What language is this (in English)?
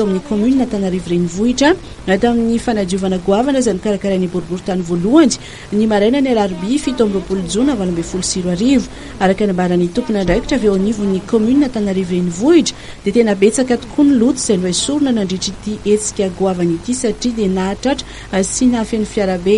Malagasy